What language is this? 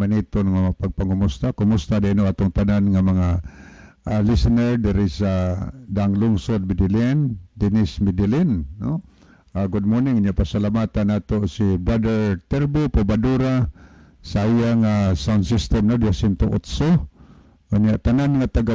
Cebuano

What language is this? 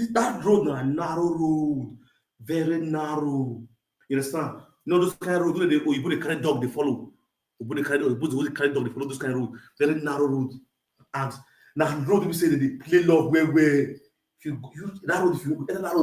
Nigerian Pidgin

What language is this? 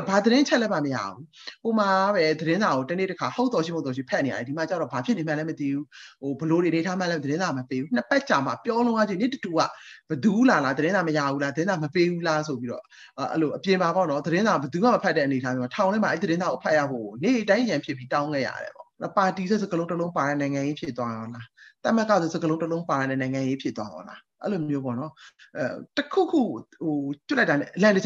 Burmese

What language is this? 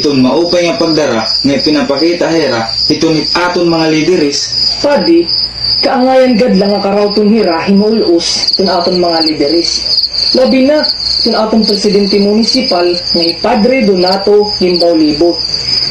Waray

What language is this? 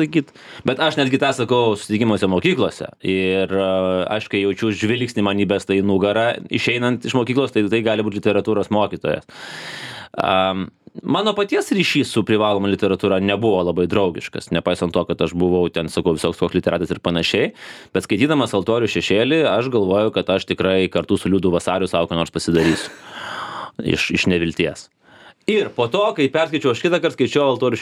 Lithuanian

